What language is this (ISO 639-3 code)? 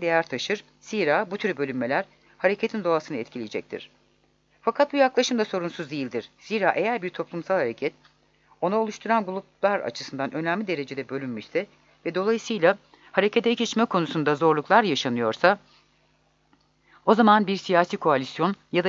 tur